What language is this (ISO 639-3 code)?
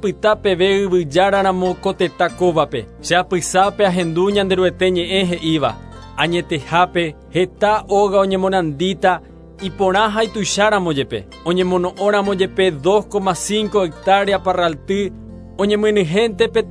grn